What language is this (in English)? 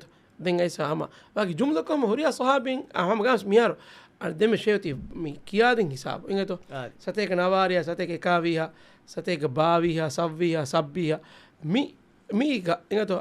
Divehi